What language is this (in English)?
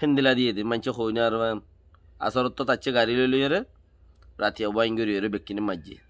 Rohingya